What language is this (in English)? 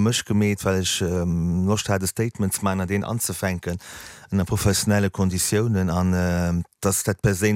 Luxembourgish